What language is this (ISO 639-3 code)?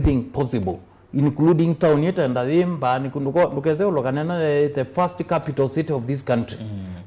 kam